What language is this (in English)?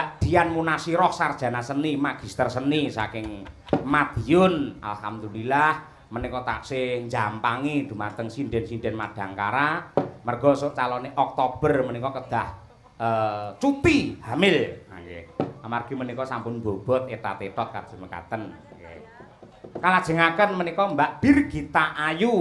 Javanese